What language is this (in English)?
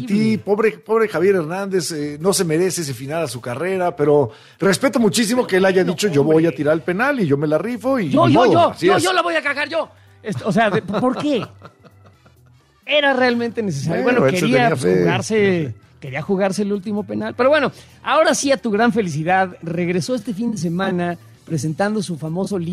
Spanish